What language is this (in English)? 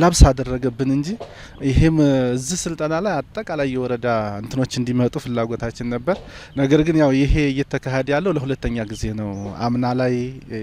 Amharic